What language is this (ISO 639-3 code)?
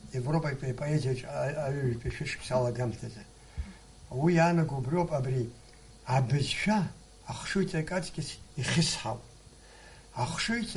abk